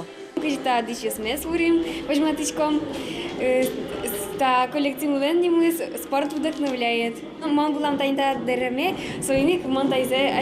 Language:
Udmurt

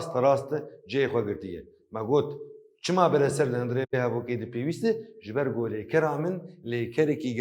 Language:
Kurdish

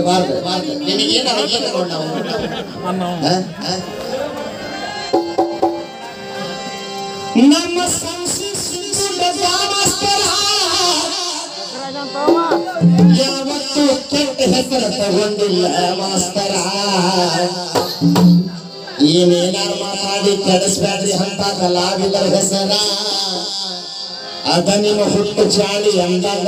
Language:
Kannada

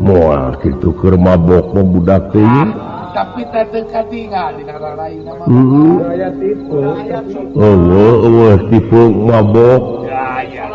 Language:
Sundanese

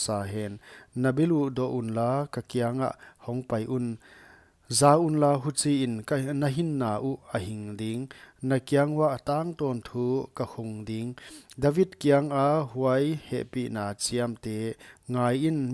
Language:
Paite Chin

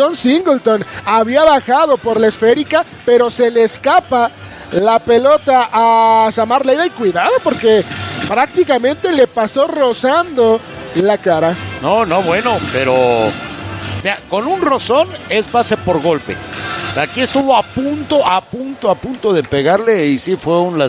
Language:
Spanish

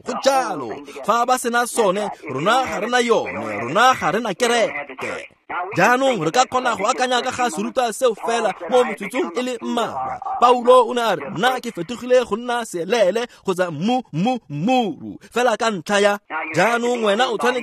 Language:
Tswana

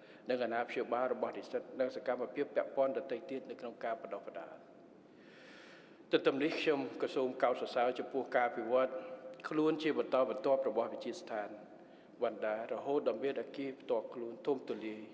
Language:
Khmer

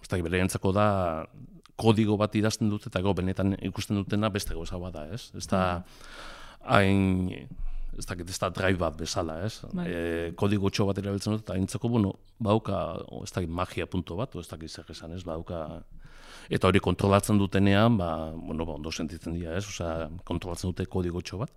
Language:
Basque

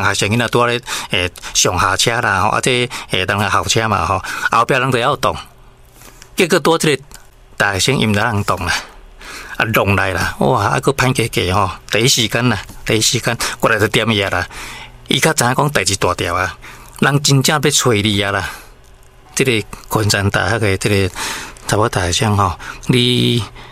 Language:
Min Nan Chinese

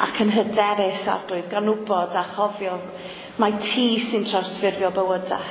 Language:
Welsh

